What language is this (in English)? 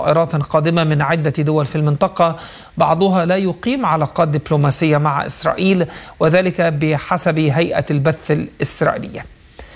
Arabic